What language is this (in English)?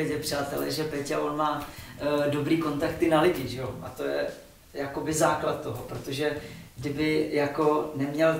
Czech